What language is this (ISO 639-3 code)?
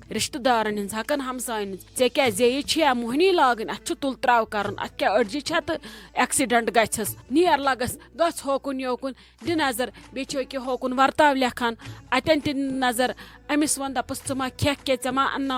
kas